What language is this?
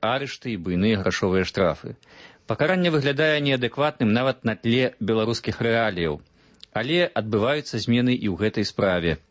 Belarusian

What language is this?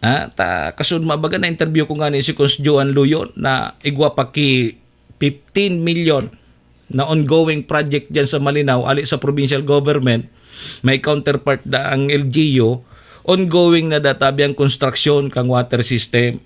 Bikol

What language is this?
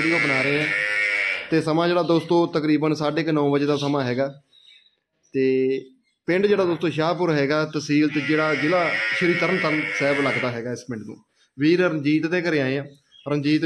Punjabi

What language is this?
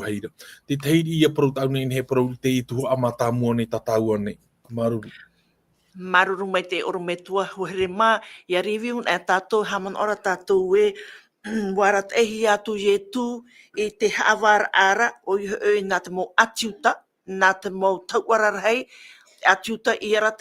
Tahitian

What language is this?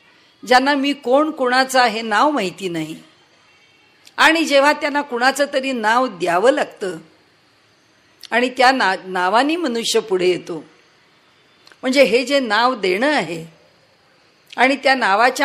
Marathi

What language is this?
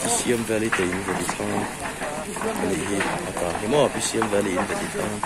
Mizo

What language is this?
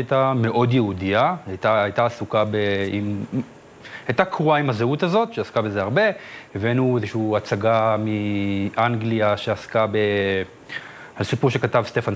Hebrew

